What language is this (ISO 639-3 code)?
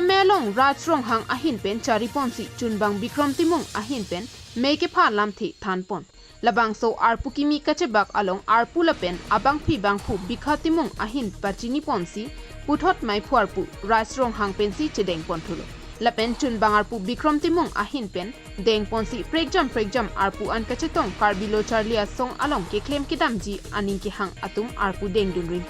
mjw